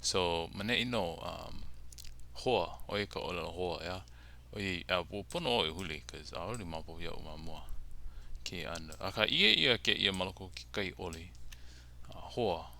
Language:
Hawaiian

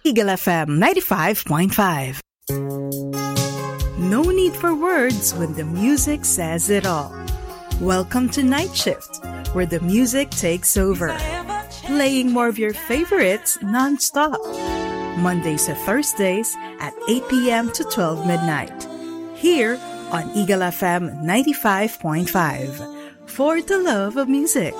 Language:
English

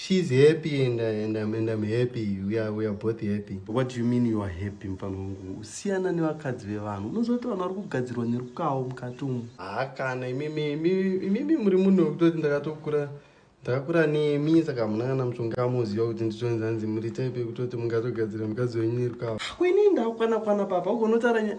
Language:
Shona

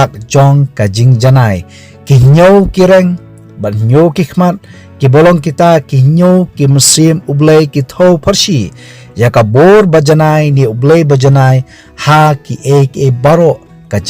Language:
Khasi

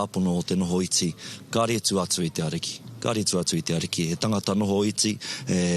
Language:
Māori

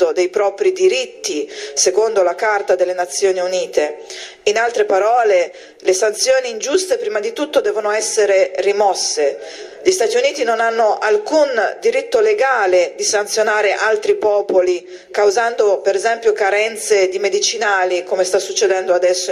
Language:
Italian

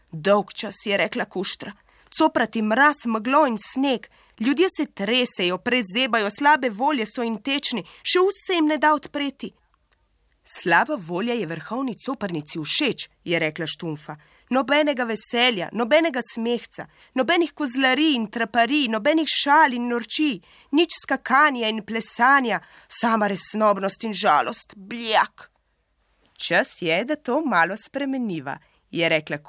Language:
Slovenian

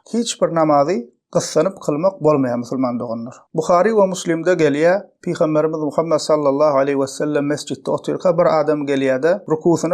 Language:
Turkmen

